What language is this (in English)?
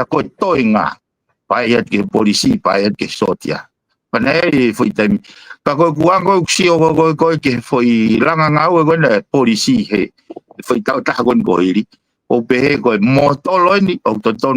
Tongan